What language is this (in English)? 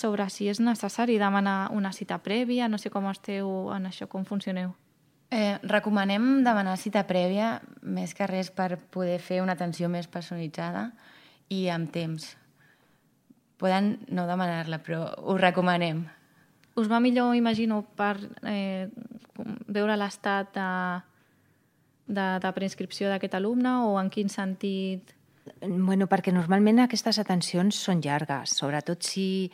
Catalan